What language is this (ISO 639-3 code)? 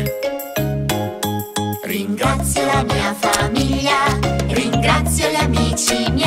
ita